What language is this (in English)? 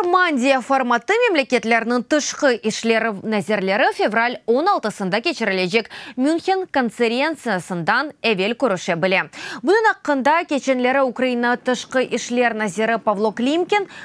Crimean Tatar